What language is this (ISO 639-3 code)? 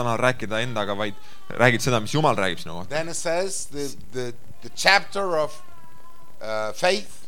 est